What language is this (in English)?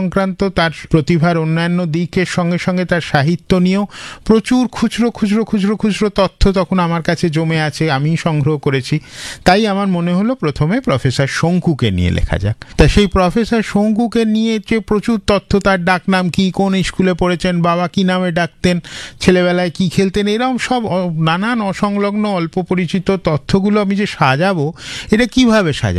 Bangla